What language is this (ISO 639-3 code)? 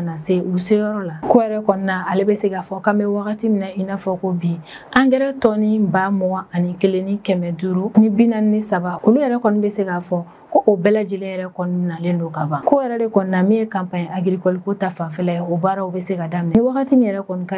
bam